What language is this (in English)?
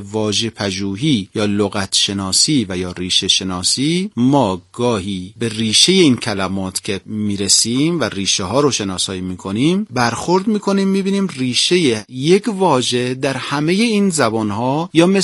Persian